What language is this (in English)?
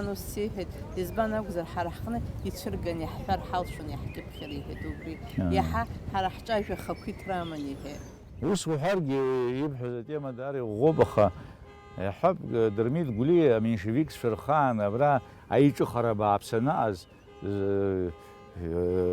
Abkhazian